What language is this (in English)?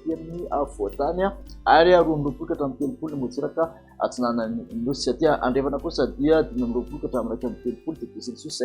Malagasy